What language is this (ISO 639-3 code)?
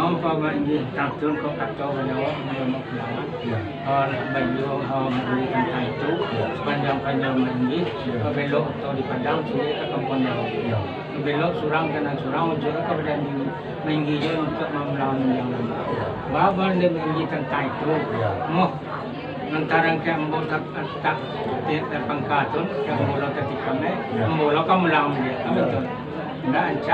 min